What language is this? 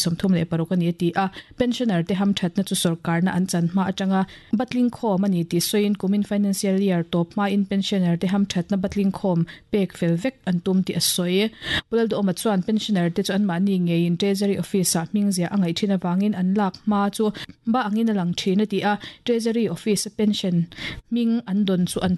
Mizo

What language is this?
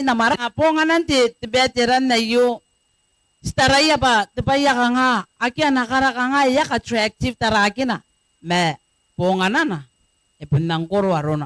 Gilbertese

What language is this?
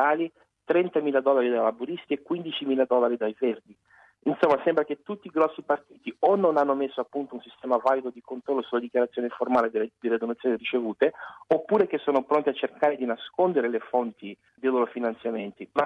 Italian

